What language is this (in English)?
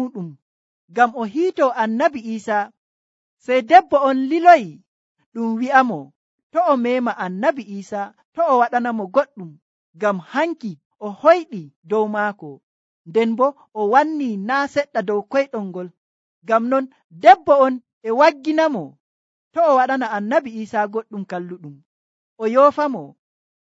Nigerian Fulfulde